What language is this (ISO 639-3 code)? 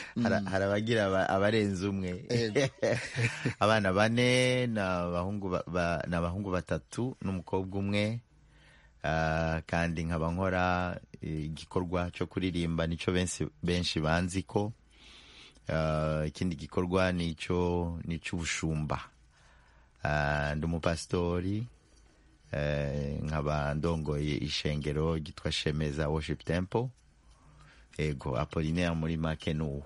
kin